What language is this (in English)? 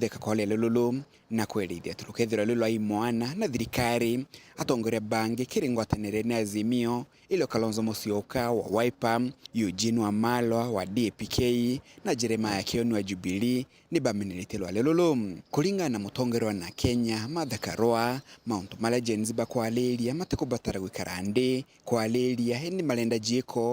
Meru